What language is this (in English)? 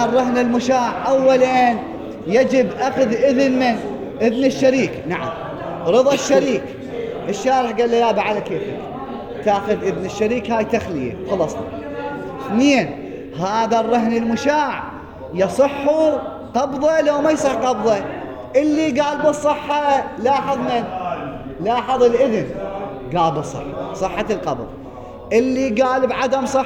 Mesopotamian Arabic